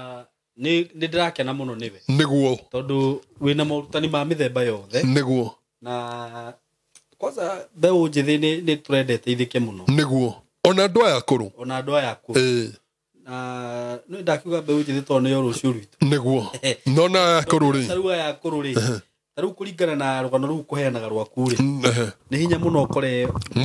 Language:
Kikuyu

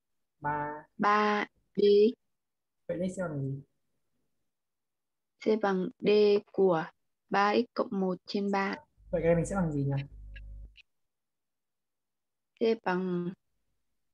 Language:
Vietnamese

